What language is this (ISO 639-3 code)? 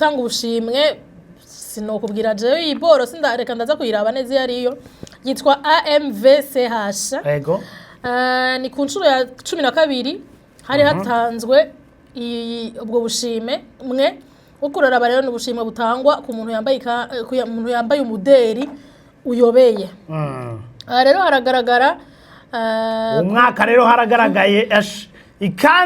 run